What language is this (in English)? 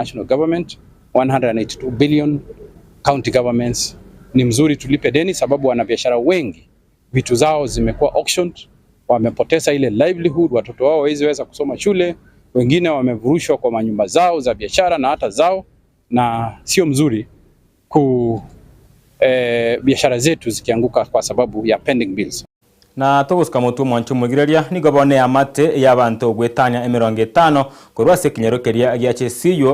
Gusii